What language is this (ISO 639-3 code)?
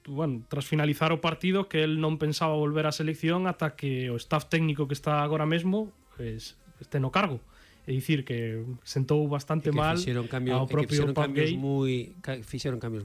glg